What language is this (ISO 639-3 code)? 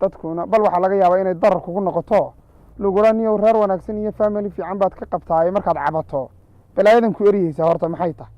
som